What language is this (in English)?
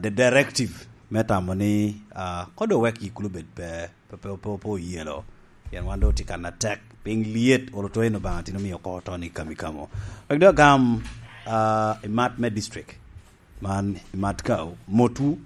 Lango (Uganda)